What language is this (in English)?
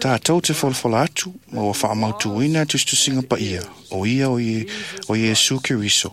Samoan